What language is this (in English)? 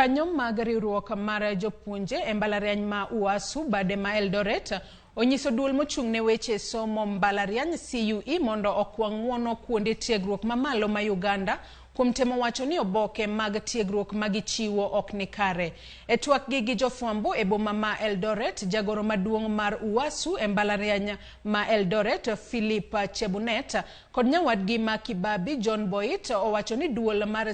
Luo (Kenya and Tanzania)